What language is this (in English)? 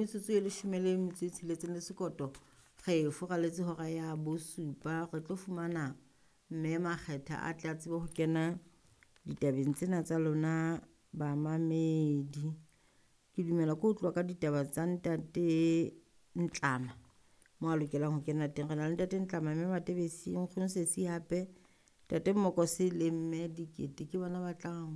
Southern Sotho